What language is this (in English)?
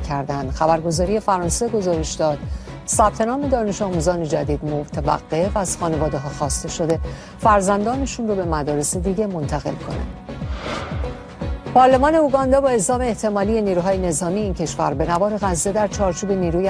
Persian